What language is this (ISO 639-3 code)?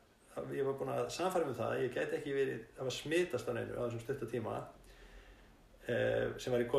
isl